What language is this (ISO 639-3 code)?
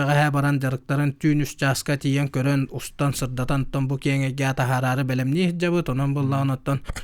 sah